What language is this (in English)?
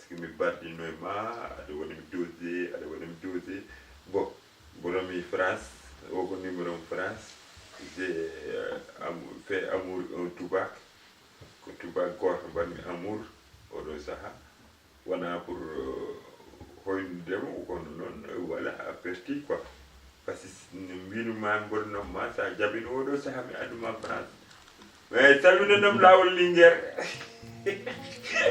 Fula